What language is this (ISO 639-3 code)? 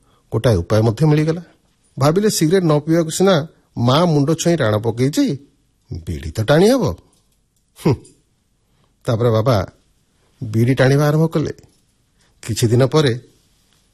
ori